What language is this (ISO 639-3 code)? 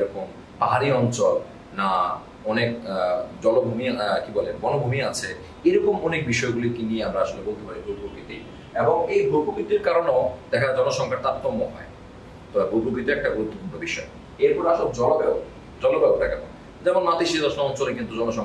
ben